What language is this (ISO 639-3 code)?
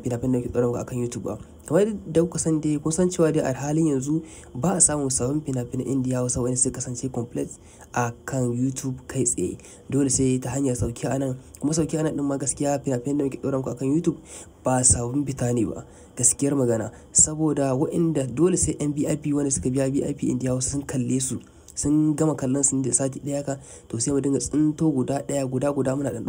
hau